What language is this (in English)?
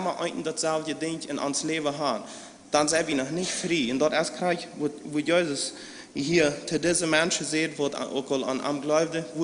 Plautdietsch